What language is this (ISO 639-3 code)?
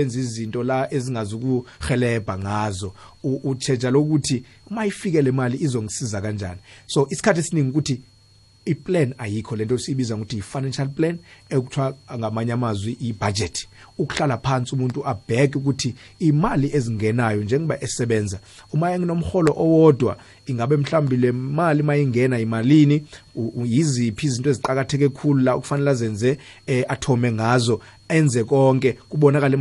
nbl